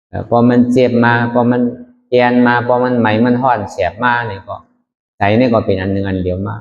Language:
Shan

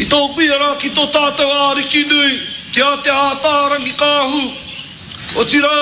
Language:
Māori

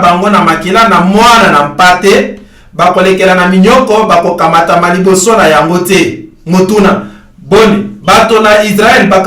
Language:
Lingala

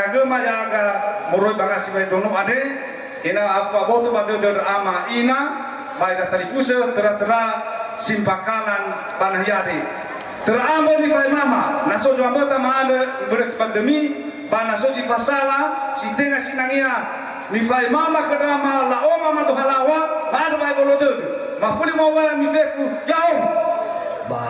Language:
Nias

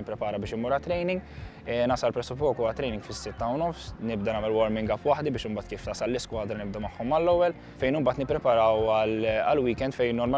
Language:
Maltese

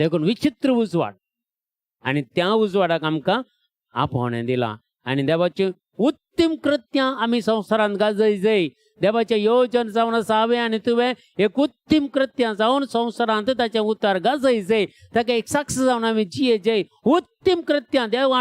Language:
Konkani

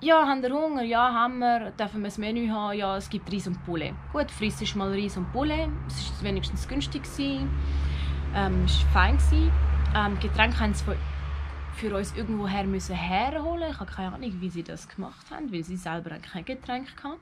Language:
Swiss German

